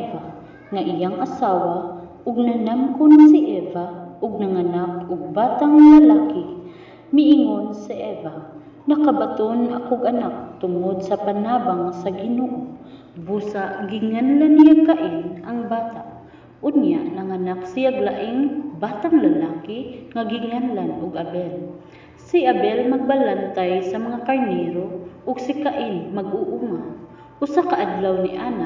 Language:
Cebuano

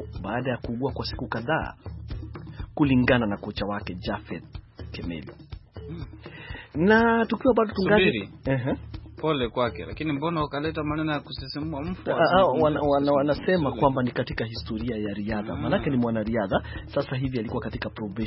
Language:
Swahili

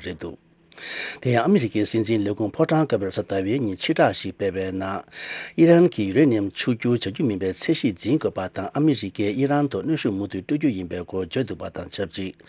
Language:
Tibetan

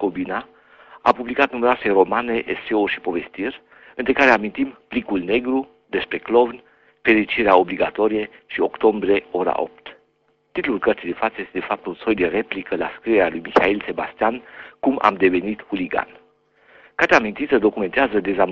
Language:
Romanian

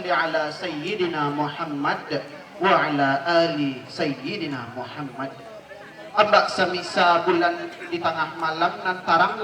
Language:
Minangkabau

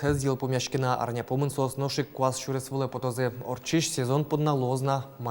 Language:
Udmurt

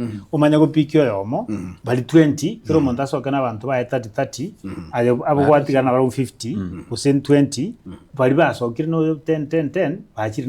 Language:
Gusii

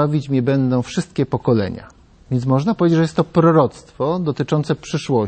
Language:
Polish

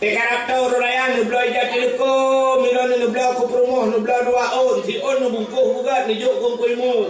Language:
Achinese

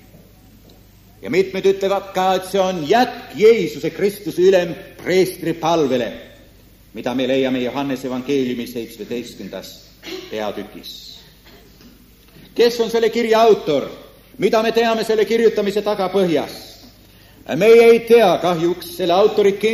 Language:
Estonian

